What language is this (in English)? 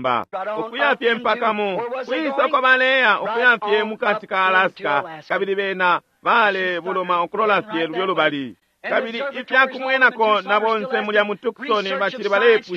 Bemba